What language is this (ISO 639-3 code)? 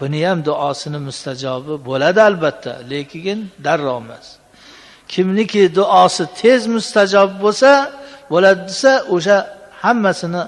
uzb